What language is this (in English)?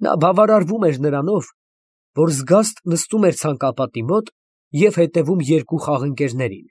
Armenian